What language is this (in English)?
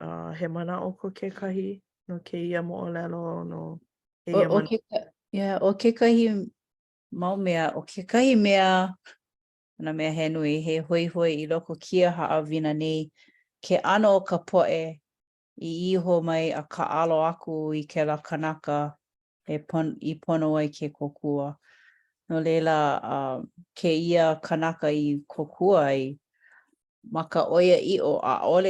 Hawaiian